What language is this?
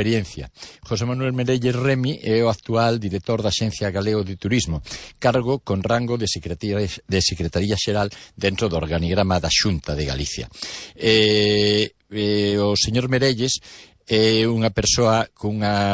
Galician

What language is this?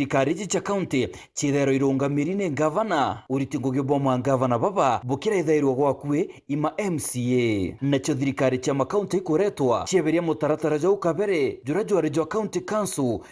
Meru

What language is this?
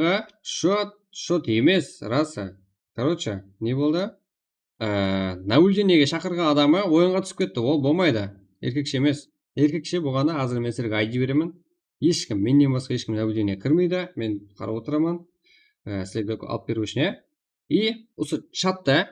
Kara-Kalpak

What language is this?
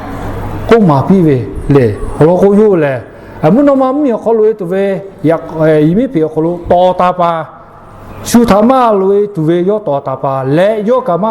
Lahu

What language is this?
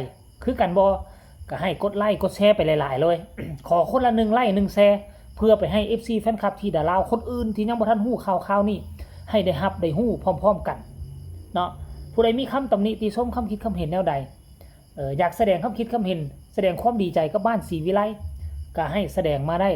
Northeastern Thai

